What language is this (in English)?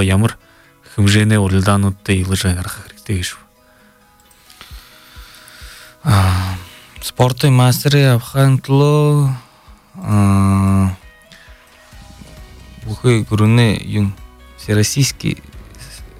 Buriat